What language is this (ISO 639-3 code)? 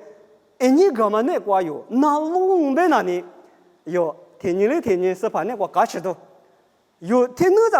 lis